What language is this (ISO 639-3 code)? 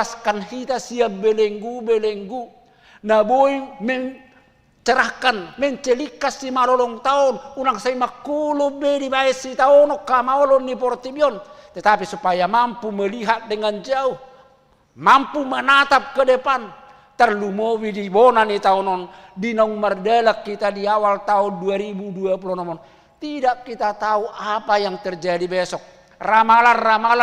bbc